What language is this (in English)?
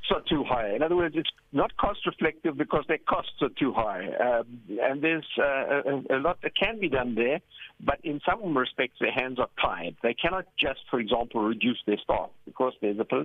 English